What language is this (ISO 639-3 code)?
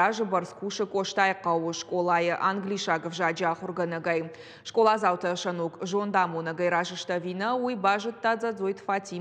oss